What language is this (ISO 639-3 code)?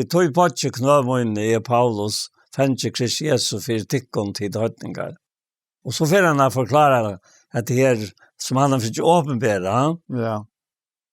fao